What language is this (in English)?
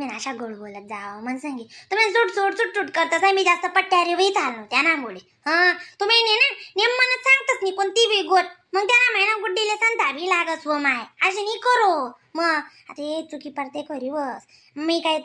Khandesi